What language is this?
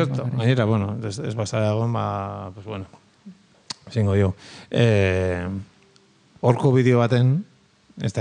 Basque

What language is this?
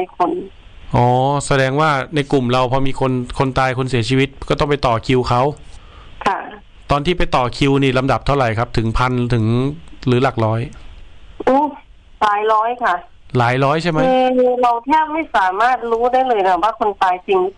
Thai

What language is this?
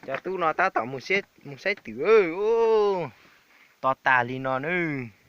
Hmong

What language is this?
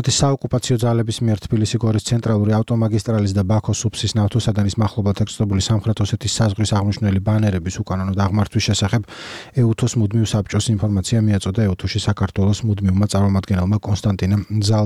Georgian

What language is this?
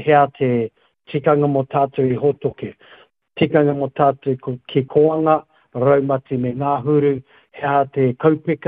Māori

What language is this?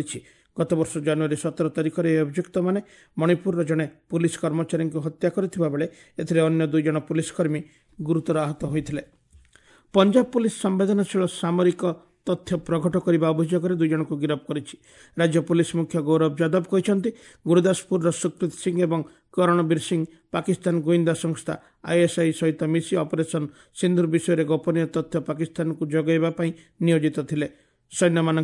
Odia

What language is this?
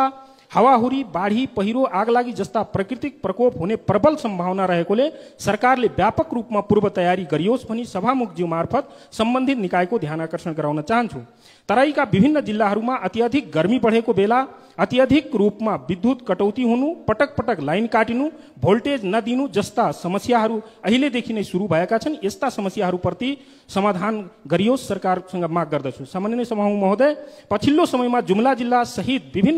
Nepali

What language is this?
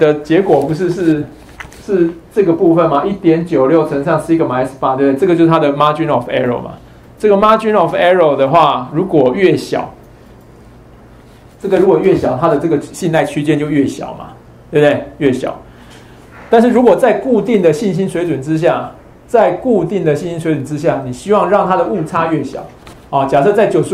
Chinese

